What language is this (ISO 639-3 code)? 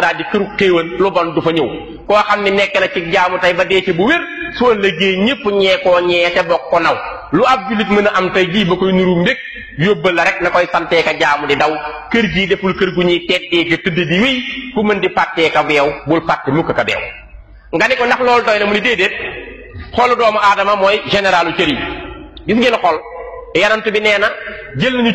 wol